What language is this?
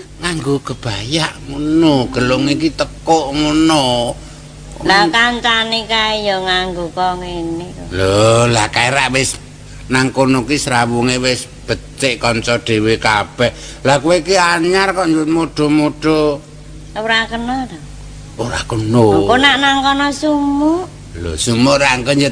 Javanese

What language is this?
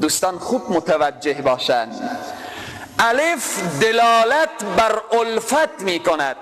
Persian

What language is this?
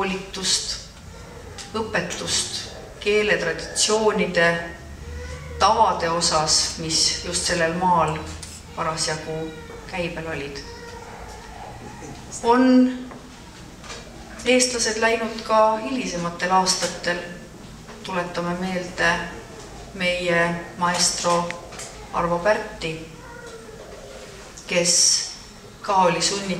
Estonian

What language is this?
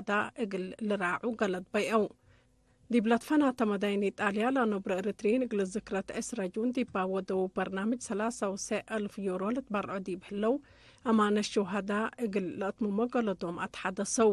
Tigre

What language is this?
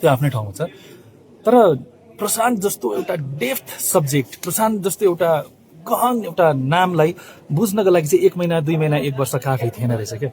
Nepali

